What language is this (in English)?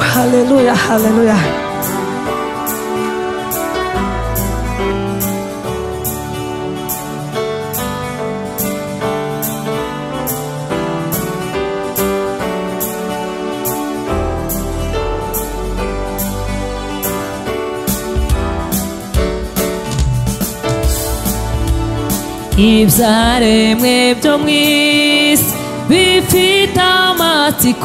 Kinyarwanda